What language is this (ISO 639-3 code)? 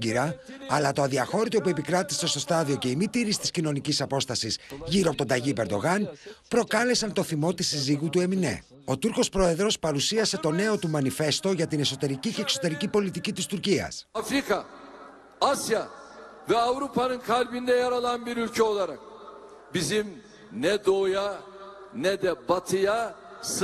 ell